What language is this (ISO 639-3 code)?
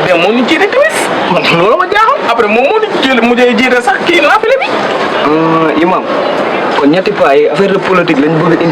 wol